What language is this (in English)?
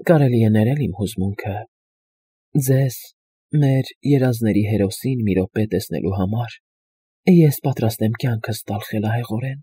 Armenian